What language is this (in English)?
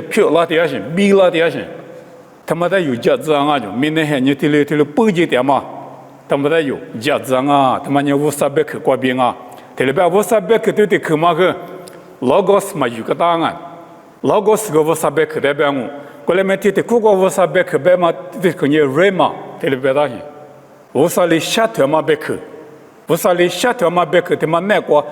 Lisu